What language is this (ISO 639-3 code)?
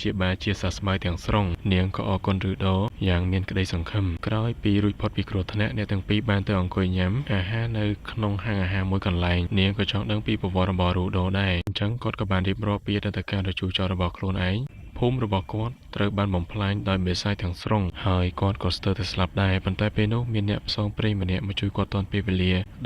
khm